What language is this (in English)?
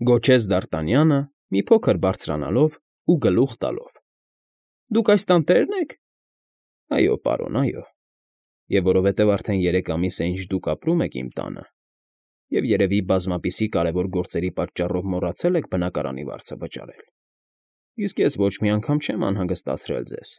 Armenian